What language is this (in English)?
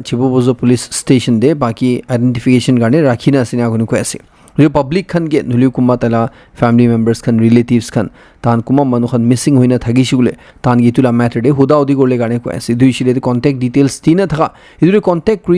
Naga Pidgin